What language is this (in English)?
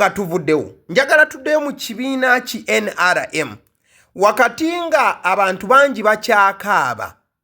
Ganda